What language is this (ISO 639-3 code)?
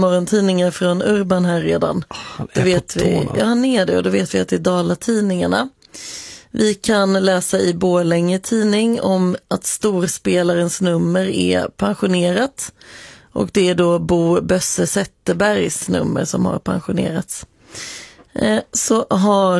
swe